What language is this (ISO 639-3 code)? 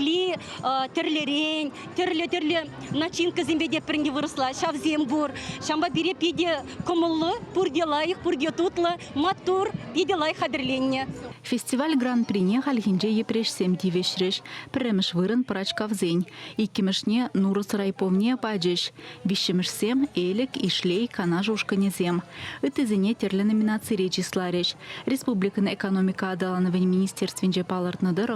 chv